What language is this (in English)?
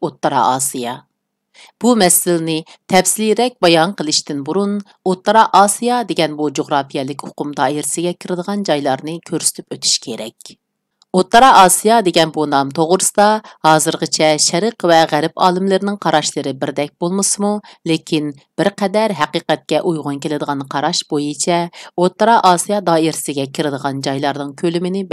Uyghur